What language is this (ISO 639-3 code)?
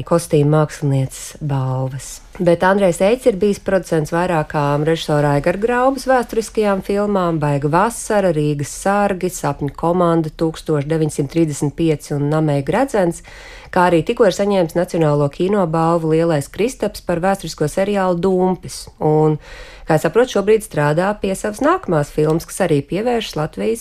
lav